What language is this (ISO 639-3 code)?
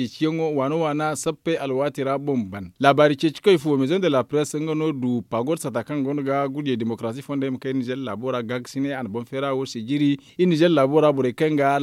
dje